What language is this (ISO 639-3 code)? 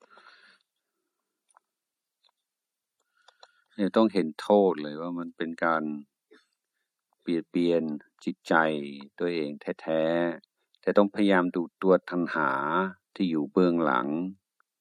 tha